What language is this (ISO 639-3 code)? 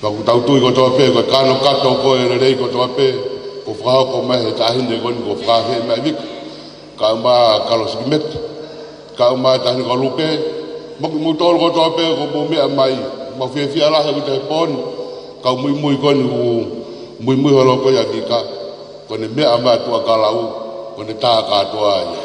ton